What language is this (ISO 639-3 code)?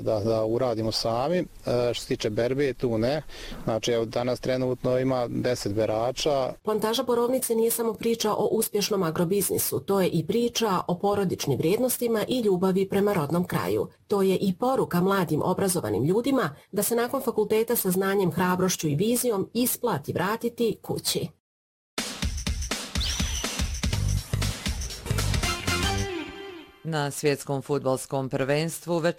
bos